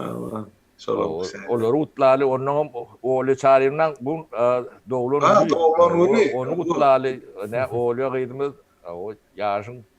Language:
Turkmen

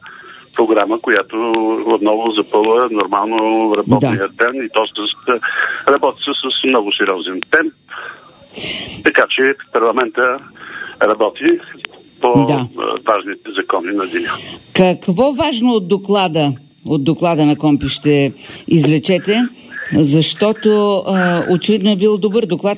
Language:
Bulgarian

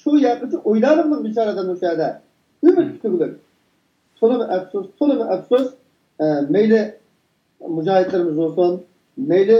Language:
Uyghur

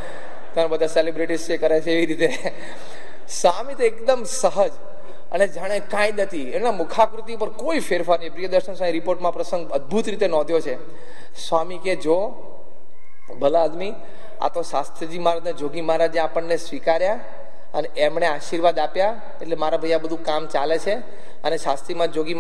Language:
Gujarati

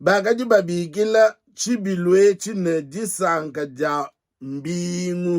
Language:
Luba-Lulua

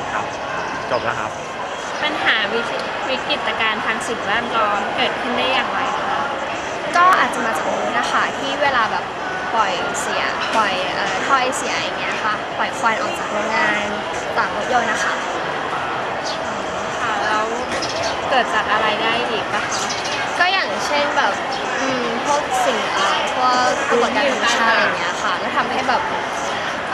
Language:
Thai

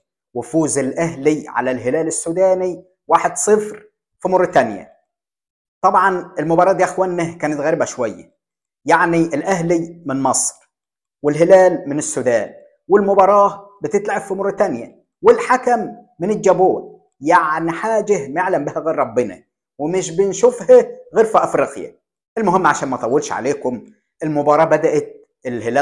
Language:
Egyptian Arabic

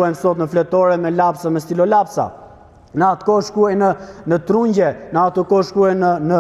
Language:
Albanian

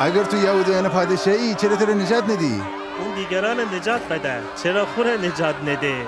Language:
Gilaki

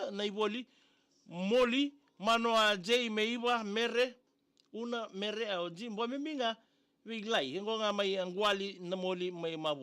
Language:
Fijian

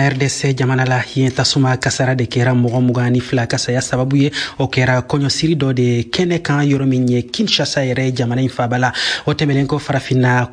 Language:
Bambara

